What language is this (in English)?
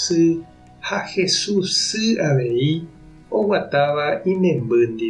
Guarani